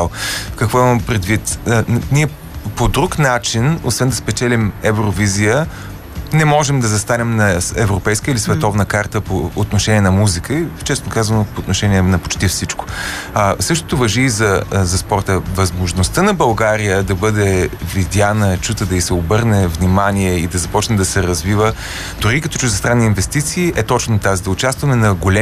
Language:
Bulgarian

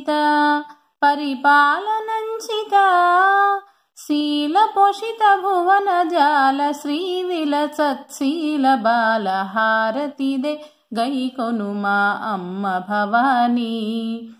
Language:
Telugu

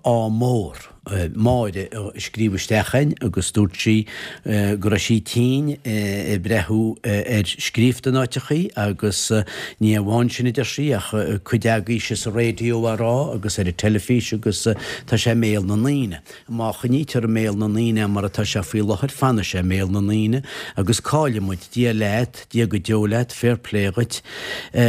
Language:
Irish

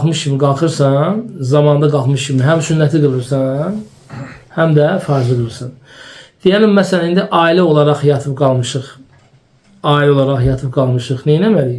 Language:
Azerbaijani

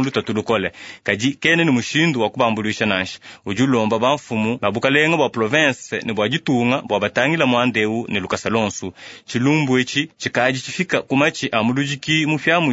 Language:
Luba-Lulua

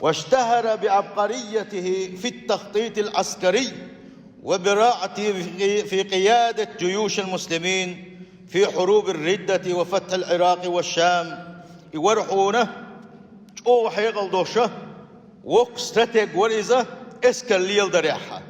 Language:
Chechen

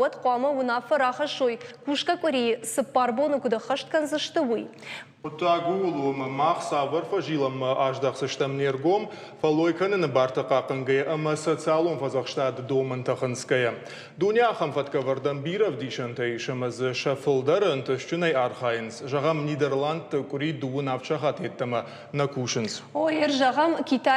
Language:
Ossetic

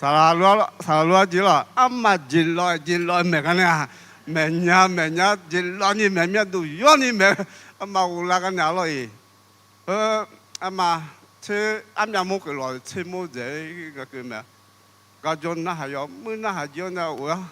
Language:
Akha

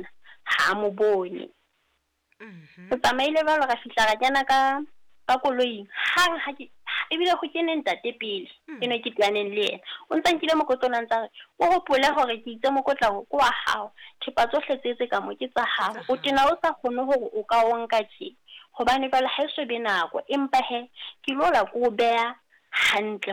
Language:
Southern Sotho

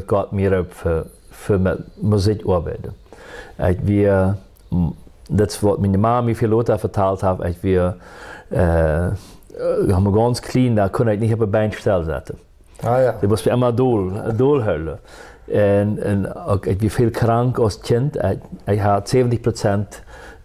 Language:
Plautdietsch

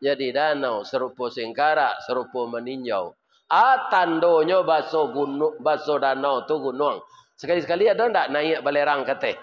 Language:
Minangkabau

